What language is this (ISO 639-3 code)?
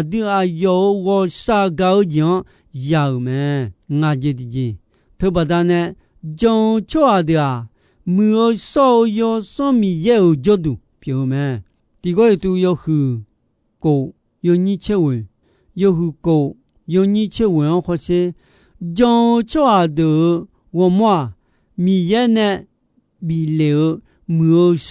ahk